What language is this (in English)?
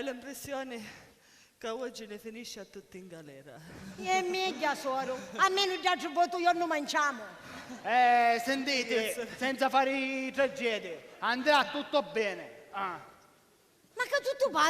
Sicilian